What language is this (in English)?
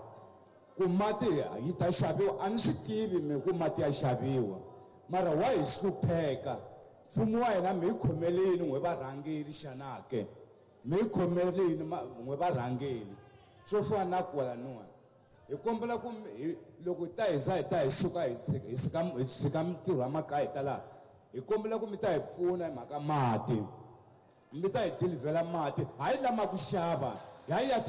Tsonga